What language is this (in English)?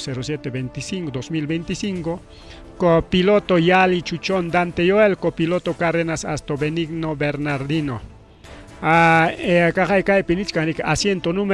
Ayacucho Quechua